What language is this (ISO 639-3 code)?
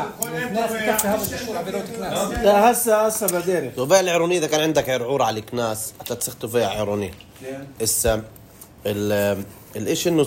apc